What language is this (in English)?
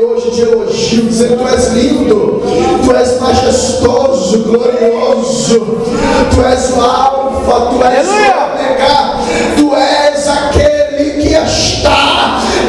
Portuguese